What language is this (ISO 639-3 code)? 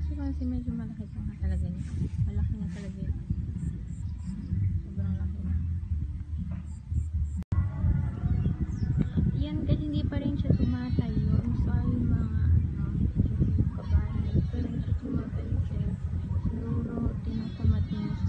fil